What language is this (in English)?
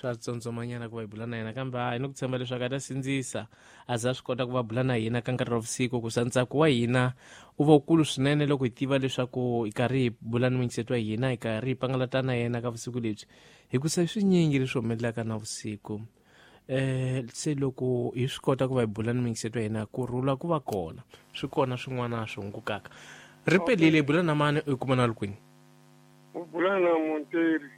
Tsonga